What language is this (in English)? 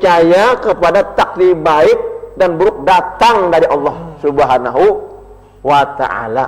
Banjar